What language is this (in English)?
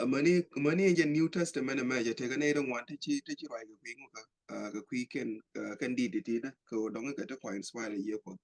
Nuer